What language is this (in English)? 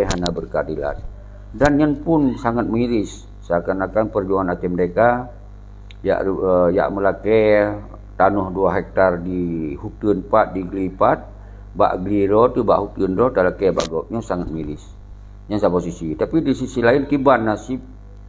Achinese